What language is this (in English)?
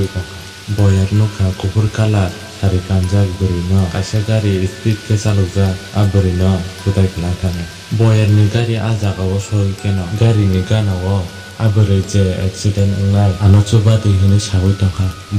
Kok Borok